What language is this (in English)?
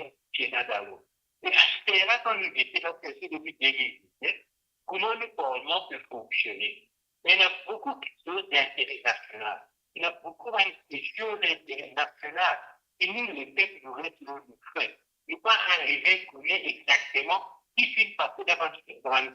Morisyen